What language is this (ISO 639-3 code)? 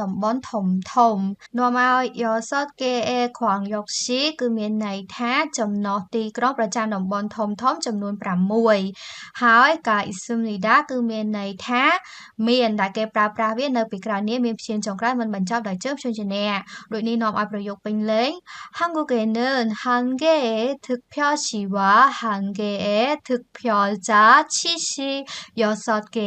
khm